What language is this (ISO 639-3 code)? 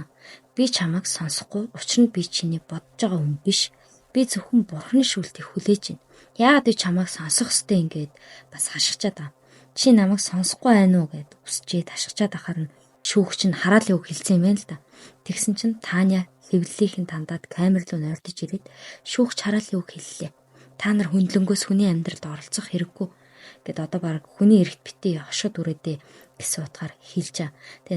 mon